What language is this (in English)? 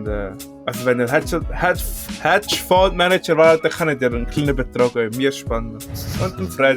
Swiss German